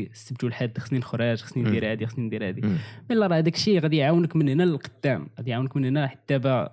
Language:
Moroccan Arabic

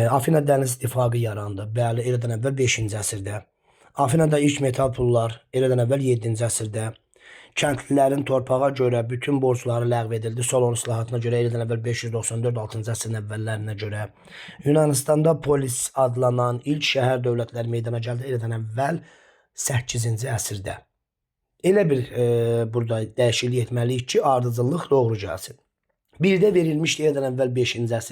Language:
Azerbaijani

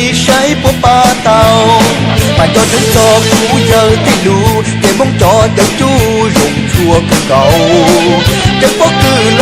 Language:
Hmong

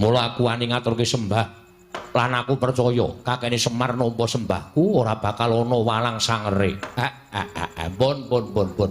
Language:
Javanese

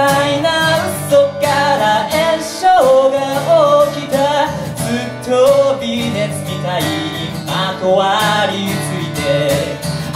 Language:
Japanese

